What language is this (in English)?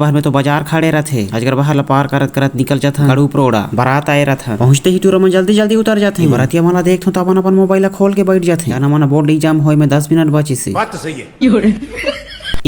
Chhattisgarhi